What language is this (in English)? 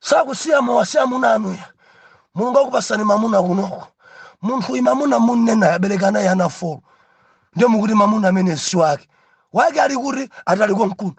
Nyanja